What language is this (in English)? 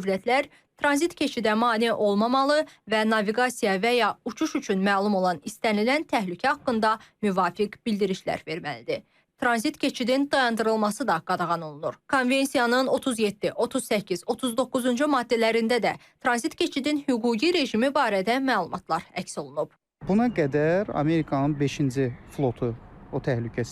Azerbaijani